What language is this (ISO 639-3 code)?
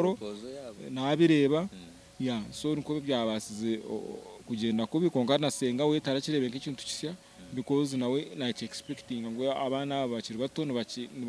nyn